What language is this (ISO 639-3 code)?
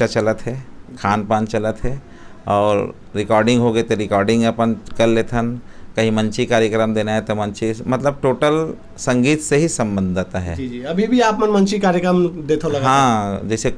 hne